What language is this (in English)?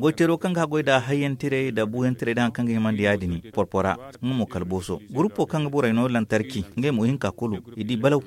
Zarma